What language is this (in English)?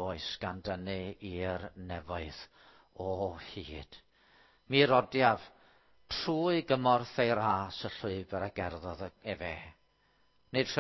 Welsh